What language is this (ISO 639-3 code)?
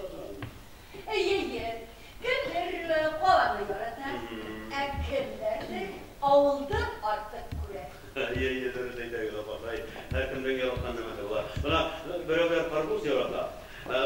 bak